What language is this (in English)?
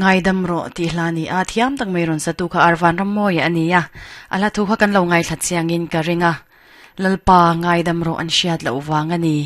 Mizo